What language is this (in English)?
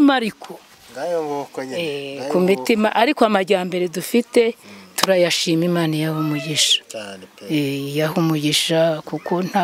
Kinyarwanda